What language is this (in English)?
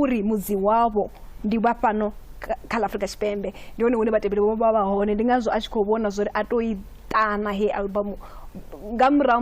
Venda